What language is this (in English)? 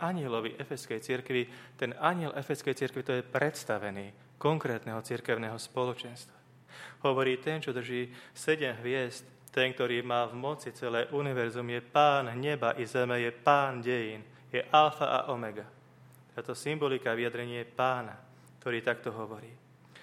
Slovak